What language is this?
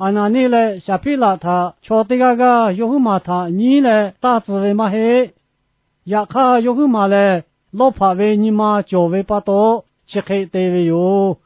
Lahu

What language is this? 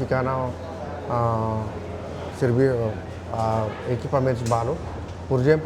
Tetum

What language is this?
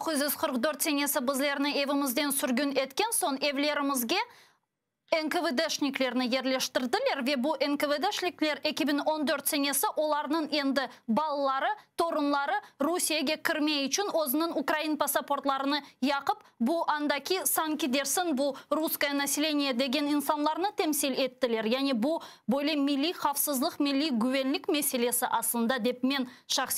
Crimean Tatar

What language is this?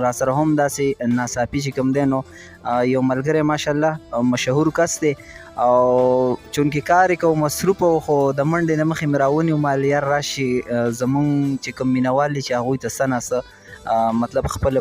Pashto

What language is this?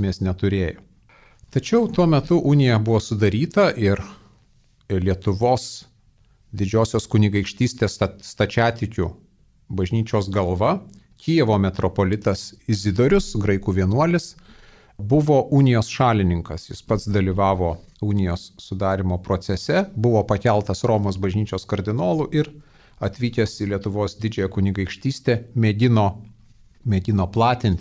Lithuanian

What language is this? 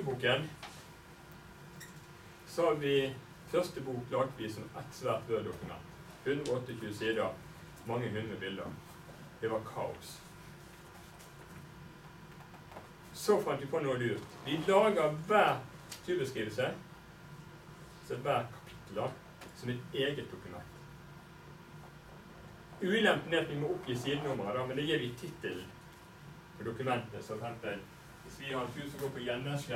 Norwegian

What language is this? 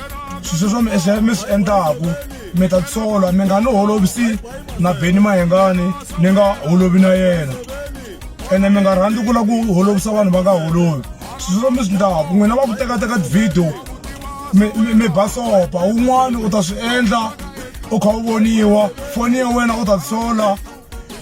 Tsonga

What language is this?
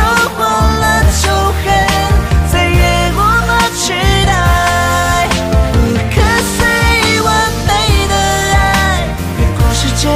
Chinese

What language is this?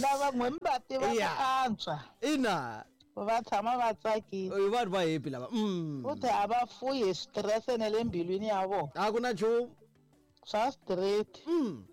Tsonga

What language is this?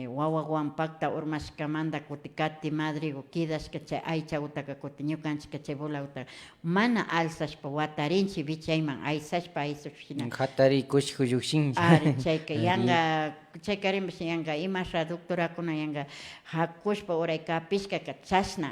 Imbabura Highland Quichua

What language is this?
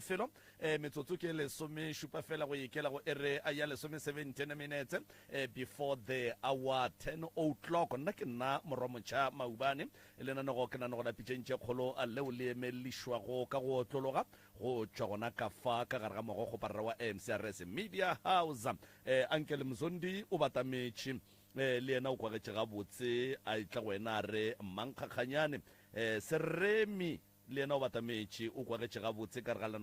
Northern Sotho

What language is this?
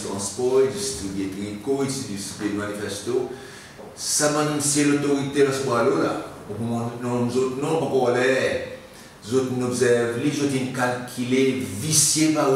Seselwa Creole French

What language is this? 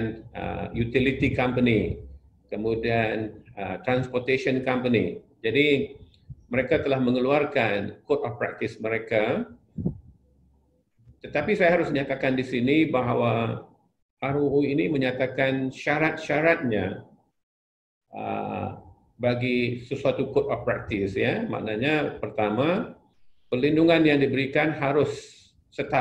Malay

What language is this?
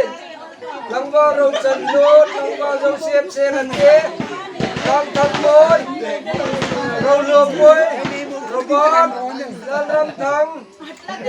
Hmar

